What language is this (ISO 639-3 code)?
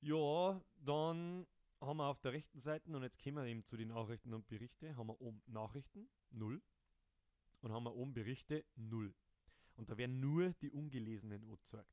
bar